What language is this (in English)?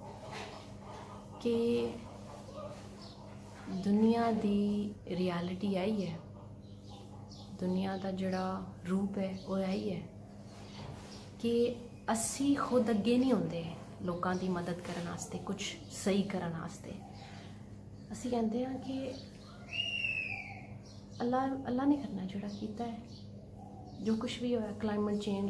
Punjabi